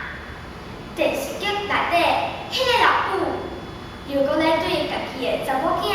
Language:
Min Nan Chinese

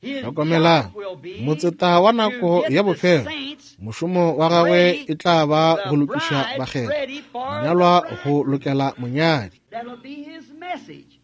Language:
Northern Sotho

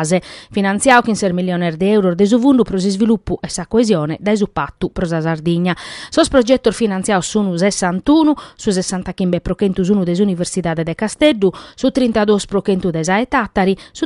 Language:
Sardinian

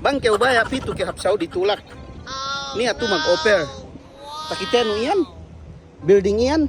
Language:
Yakan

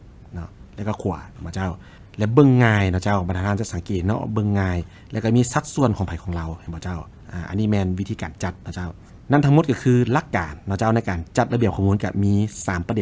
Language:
Lao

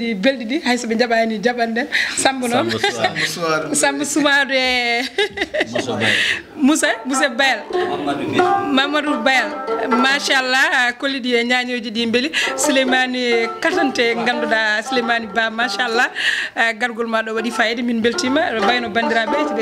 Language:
Fula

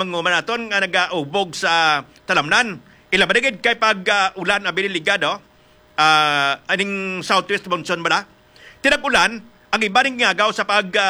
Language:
Hiligaynon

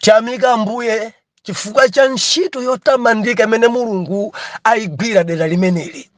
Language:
Nyanja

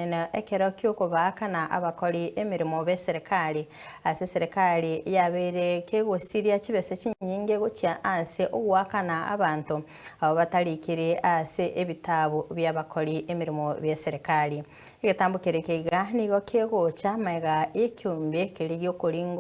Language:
Gusii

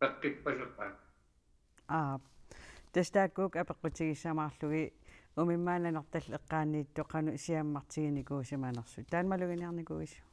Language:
Kalaallisut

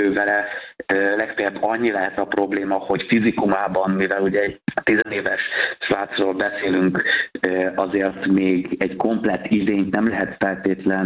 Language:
Hungarian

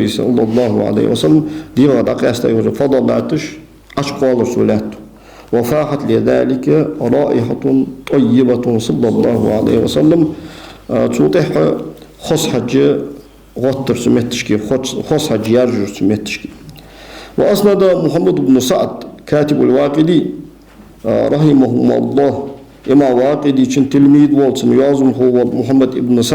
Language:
Ingush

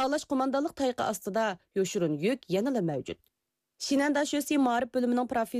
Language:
Uyghur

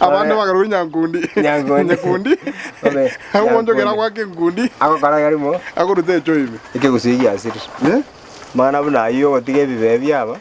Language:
Gusii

